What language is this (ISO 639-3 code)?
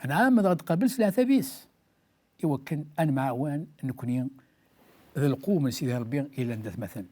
kab